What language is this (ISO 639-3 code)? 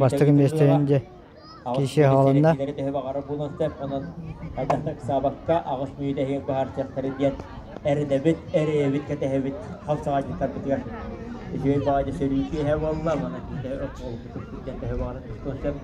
sah